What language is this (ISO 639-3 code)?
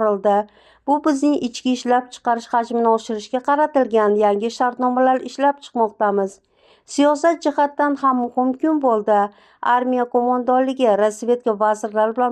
uzb